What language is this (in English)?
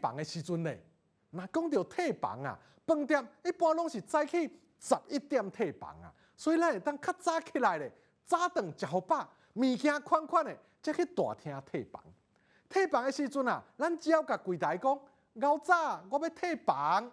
Min Nan Chinese